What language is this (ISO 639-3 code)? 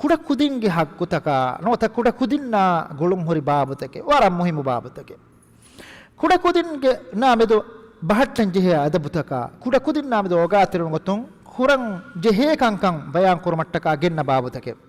div